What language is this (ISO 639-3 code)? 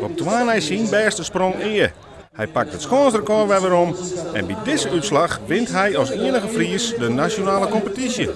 fry